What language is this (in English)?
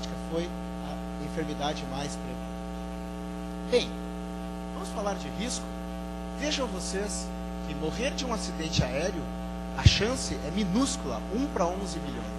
Portuguese